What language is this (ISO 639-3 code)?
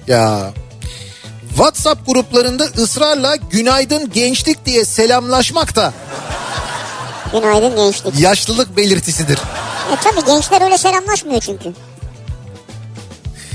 tur